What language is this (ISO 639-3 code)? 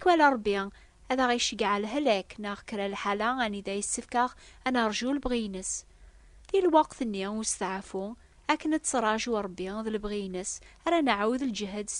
kab